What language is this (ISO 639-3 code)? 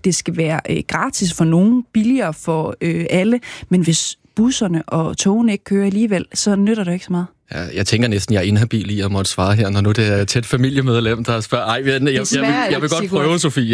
dan